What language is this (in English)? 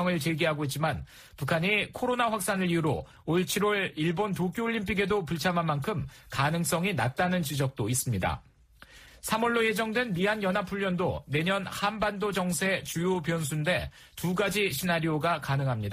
Korean